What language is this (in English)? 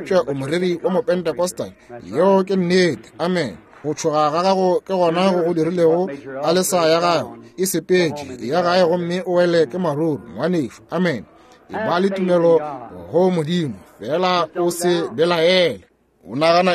Northern Sotho